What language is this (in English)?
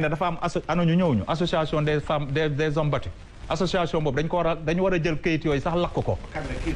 Wolof